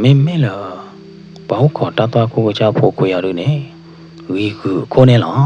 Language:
S'gaw Karen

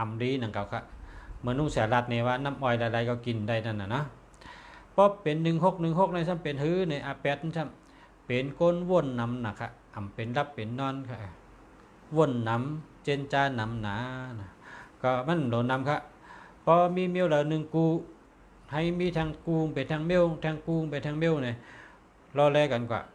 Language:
Shan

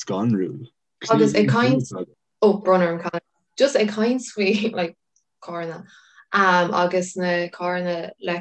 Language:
Irish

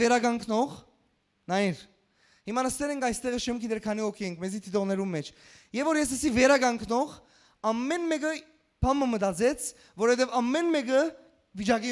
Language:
Western Armenian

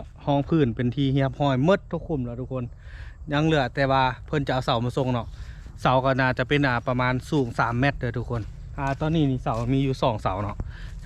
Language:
Lao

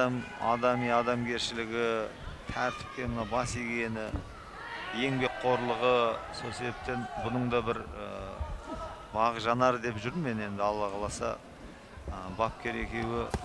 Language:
Kazakh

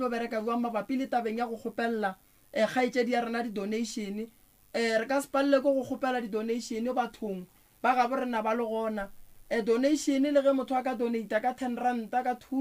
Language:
Northern Sotho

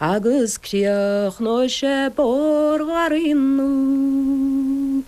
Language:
Irish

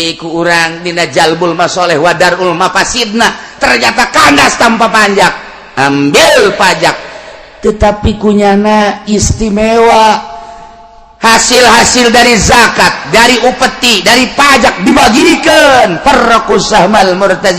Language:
Sundanese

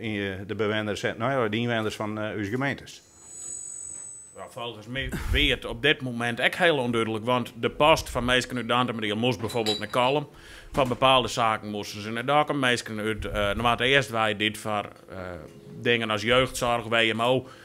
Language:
Dutch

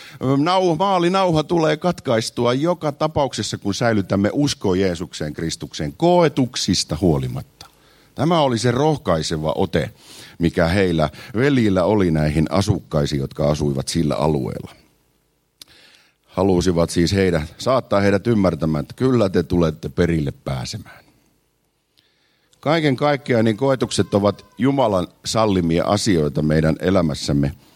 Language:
Finnish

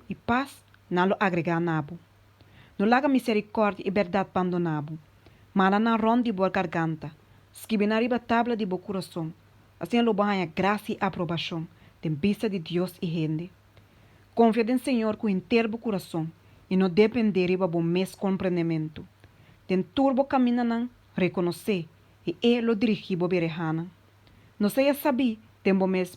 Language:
Papiamento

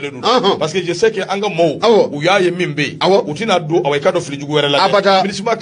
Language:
Bambara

